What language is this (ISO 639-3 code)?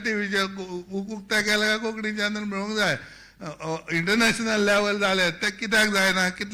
kok